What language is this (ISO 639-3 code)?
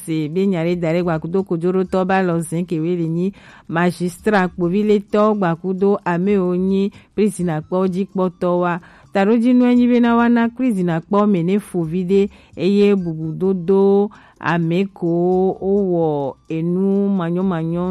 gej